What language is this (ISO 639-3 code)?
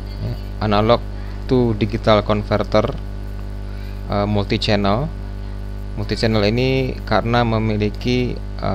ind